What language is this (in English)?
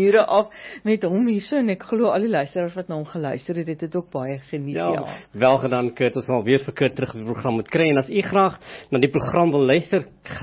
Afrikaans